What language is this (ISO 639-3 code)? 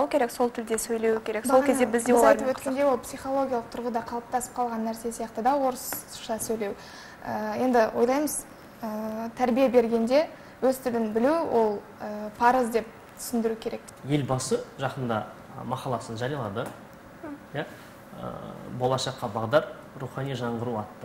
kaz